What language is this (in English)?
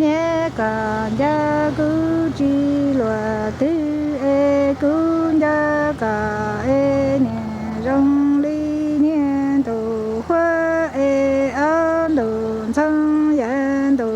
Hmong